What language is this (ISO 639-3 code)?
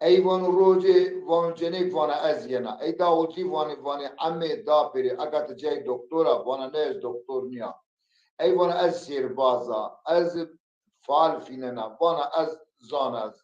zza